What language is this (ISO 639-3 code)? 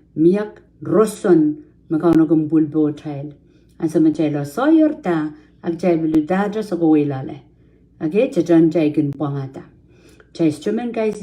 pon